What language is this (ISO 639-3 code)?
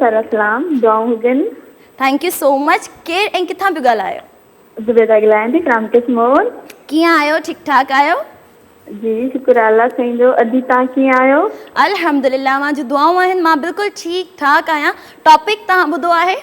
snd